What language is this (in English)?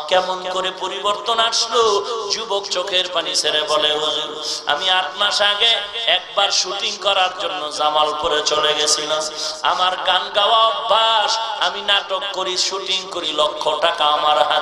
Bangla